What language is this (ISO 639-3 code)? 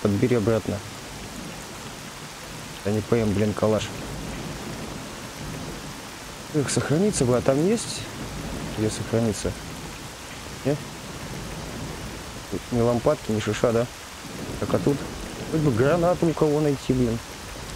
rus